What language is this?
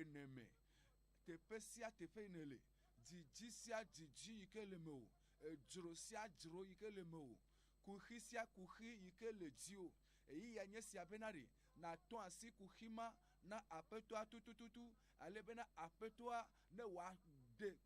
Ewe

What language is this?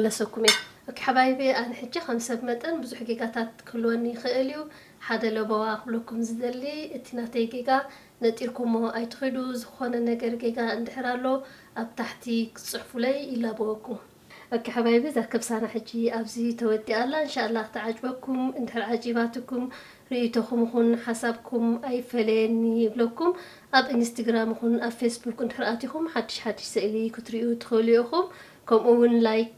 Tigrinya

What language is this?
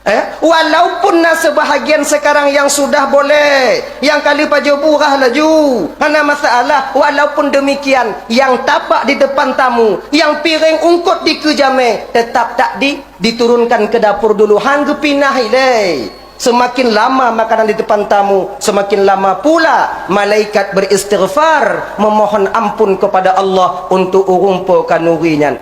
Achinese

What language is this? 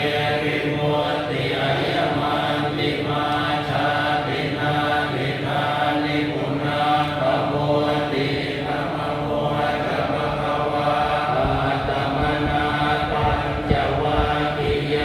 Pali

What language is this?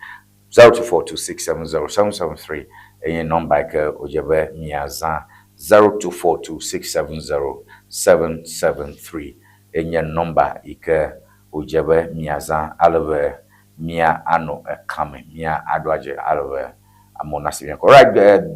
Ewe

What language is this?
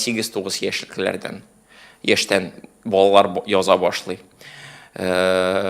Tatar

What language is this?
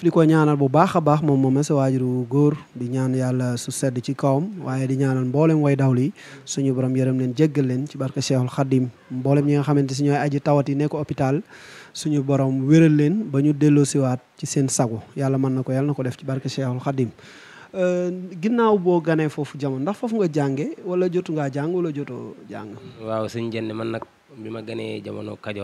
Wolof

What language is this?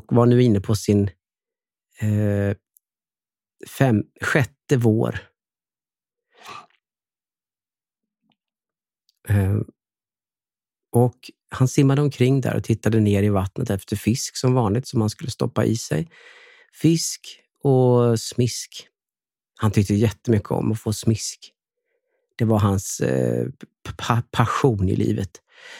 Swedish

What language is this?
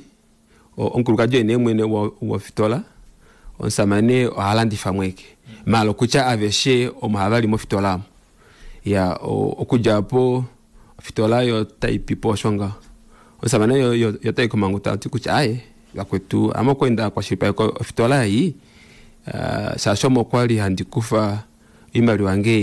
Kuanyama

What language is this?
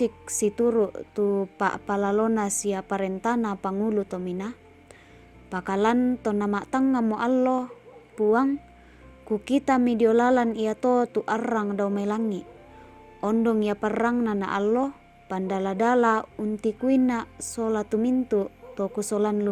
Toraja-Sa'dan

